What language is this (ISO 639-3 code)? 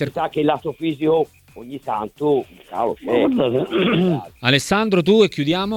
ita